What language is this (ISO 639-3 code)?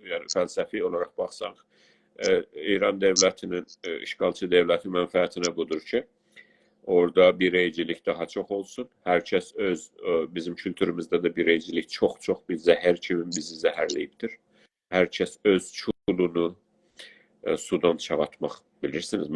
azb